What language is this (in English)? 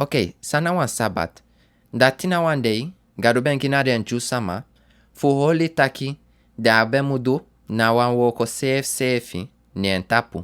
Sranan Tongo